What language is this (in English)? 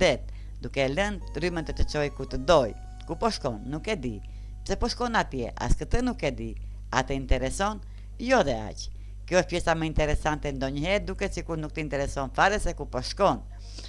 Albanian